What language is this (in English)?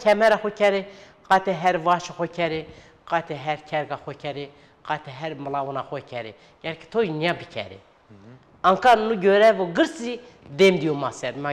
Zaza